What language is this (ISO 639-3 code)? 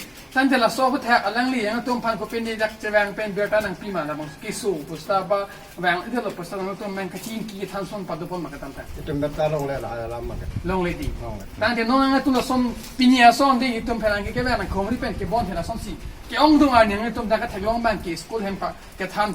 mjw